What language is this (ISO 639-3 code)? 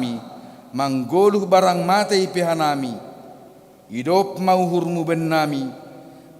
bts